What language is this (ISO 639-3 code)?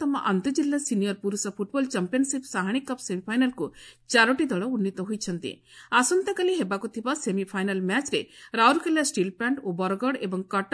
ori